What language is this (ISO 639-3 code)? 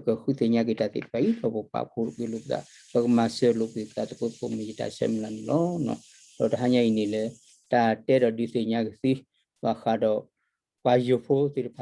ksw